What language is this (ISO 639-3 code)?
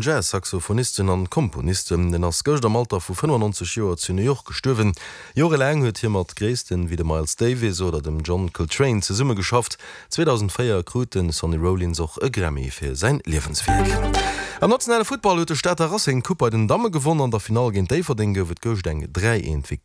ltz